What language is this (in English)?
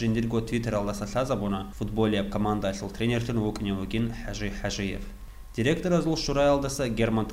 Avaric